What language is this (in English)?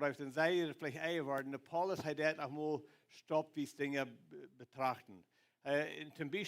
Plautdietsch